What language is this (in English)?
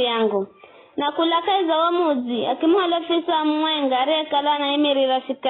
Giryama